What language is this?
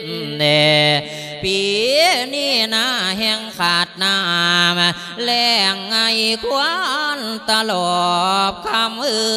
Lao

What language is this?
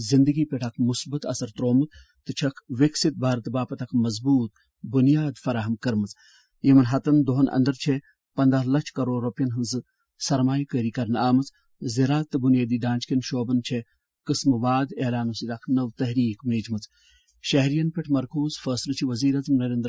Kashmiri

